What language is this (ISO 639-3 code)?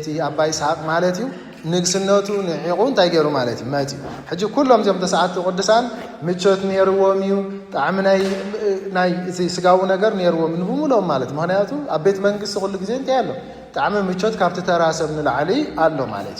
tir